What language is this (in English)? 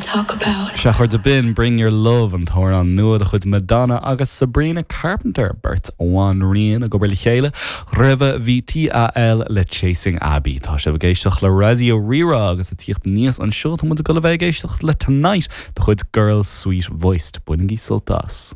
Irish